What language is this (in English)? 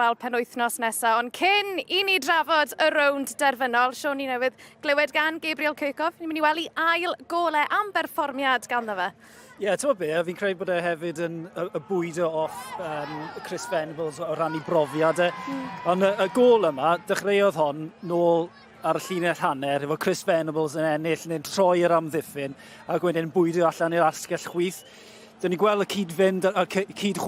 Welsh